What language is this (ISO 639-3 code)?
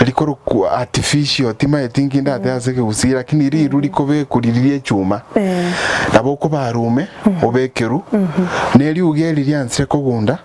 guz